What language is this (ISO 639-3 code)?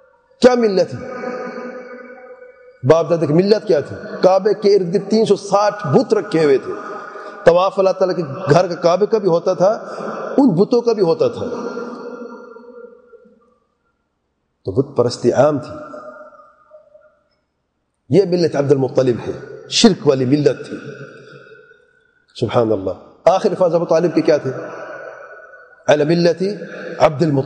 urd